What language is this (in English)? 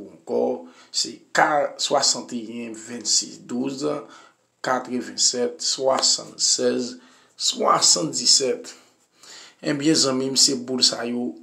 Haitian Creole